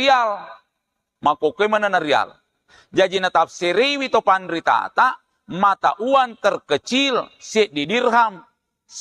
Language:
Buginese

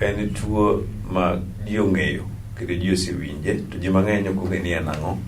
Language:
Luo (Kenya and Tanzania)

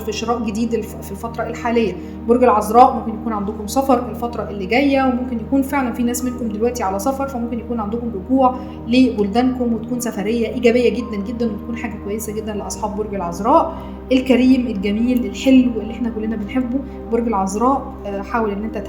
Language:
Egyptian Arabic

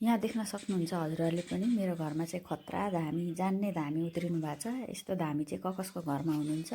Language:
Nepali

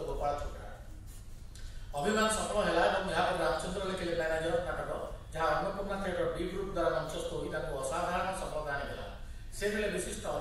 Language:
Odia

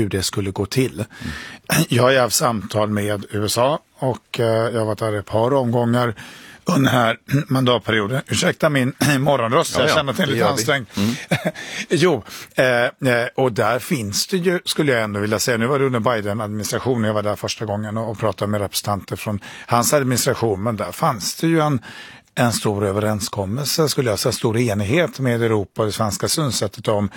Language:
Swedish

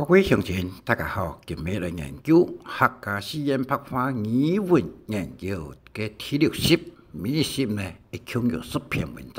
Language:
Hakka Chinese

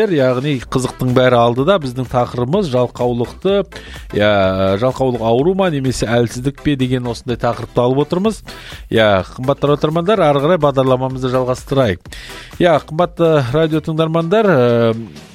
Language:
Kazakh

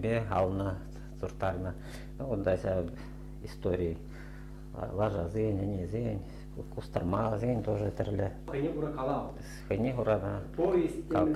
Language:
Chuvash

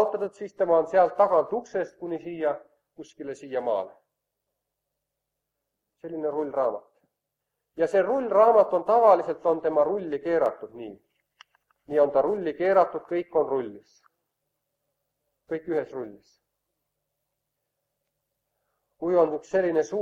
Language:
Estonian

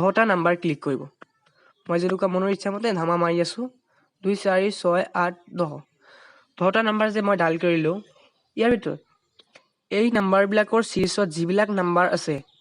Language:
Assamese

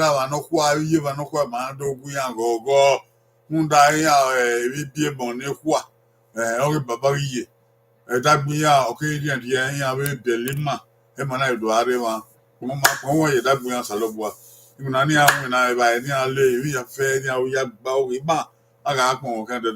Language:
Bini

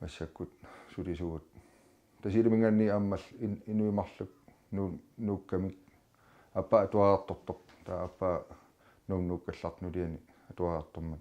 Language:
Kalaallisut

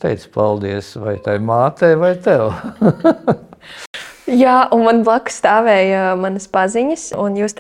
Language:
Latvian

